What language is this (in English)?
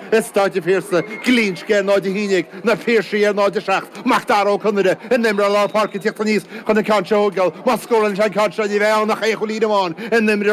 Irish